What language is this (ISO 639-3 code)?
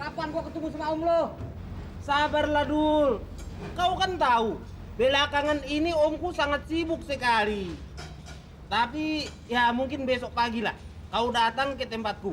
bew